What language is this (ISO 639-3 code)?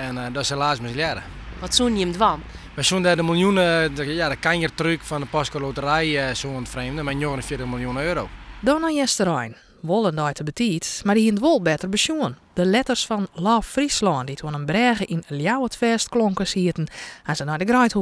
fry